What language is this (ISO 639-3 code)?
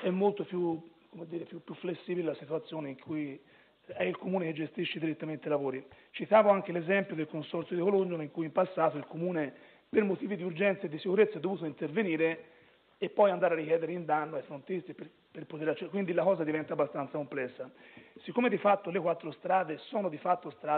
ita